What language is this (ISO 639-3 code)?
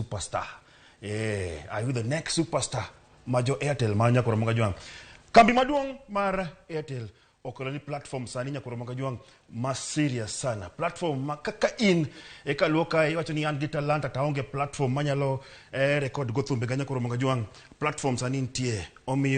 luo